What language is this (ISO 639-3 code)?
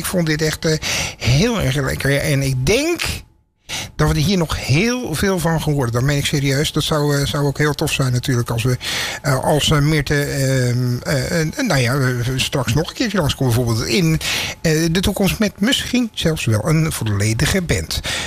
nld